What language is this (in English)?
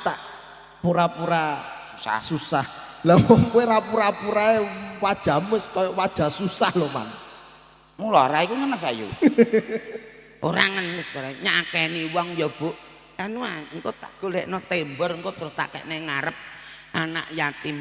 Javanese